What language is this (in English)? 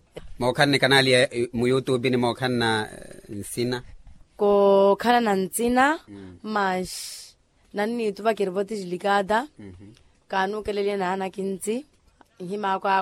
Makhuwa